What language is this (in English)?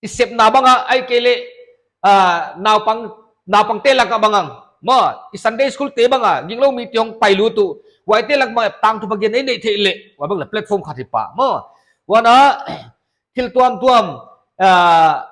Paite Chin